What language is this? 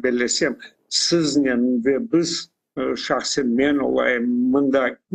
Crimean Tatar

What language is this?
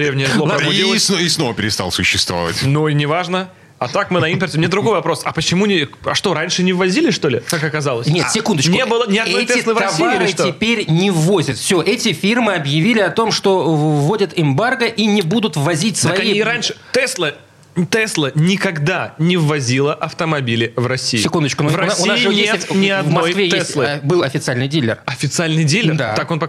Russian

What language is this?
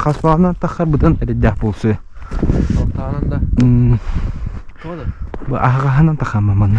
Yakut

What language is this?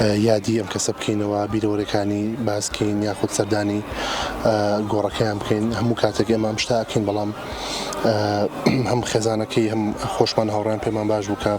Central Kurdish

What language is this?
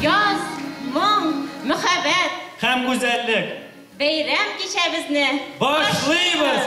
Bashkir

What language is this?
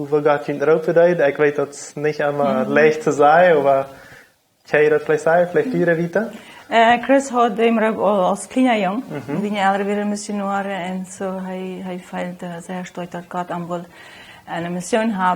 Plautdietsch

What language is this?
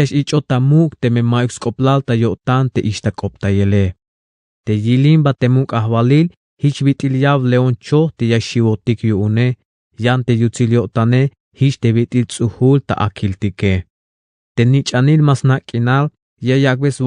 Tzeltal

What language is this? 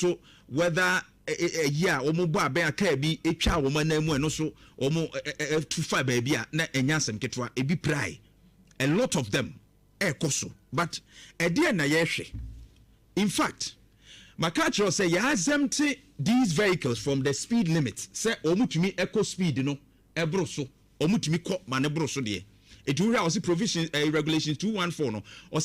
Akan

